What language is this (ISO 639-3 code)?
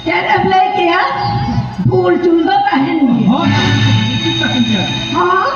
sat